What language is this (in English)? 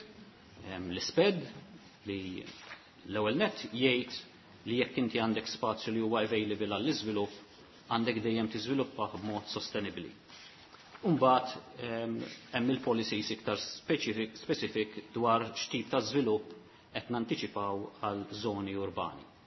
Maltese